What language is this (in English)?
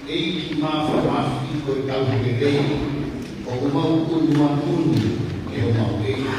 Tongan